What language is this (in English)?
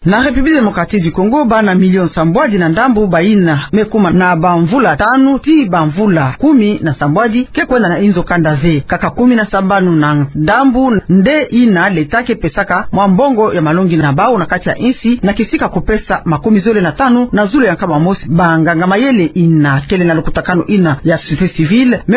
Kituba (Democratic Republic of Congo)